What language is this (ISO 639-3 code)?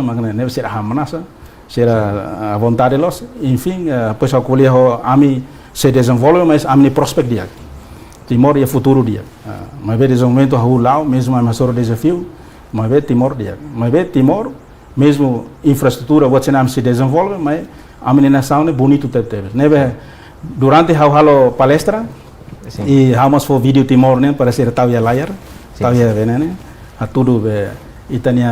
tet